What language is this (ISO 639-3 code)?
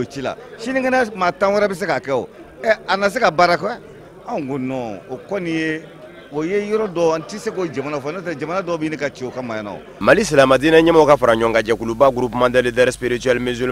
bam